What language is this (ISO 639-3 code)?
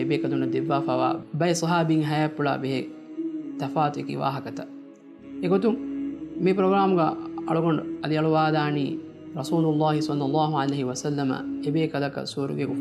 div